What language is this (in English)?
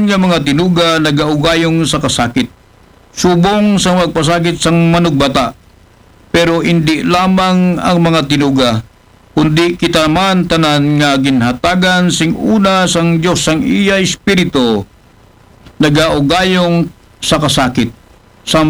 Aklanon